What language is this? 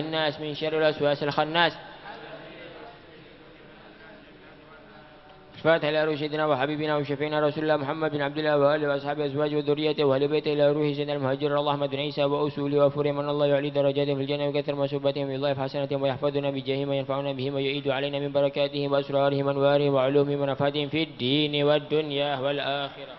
Arabic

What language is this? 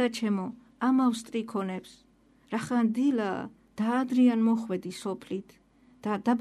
Georgian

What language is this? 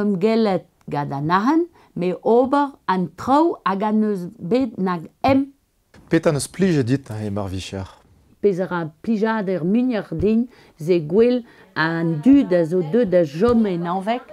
Breton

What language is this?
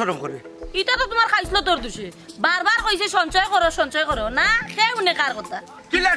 Sylheti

